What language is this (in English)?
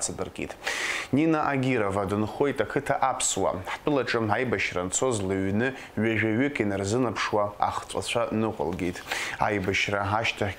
Abkhazian